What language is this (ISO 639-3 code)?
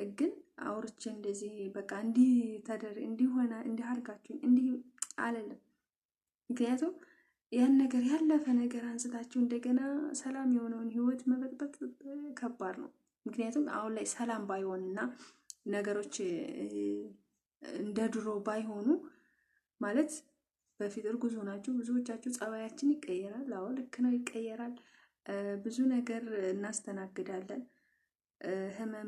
amh